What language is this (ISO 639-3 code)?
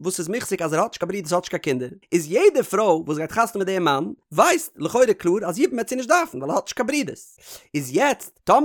yid